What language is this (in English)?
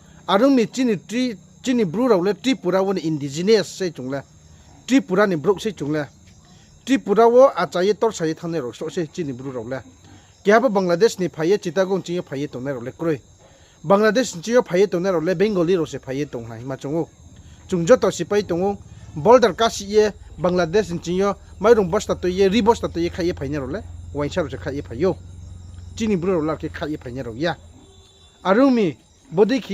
Riang (India)